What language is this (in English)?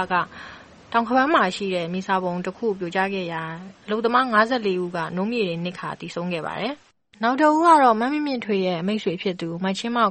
Burmese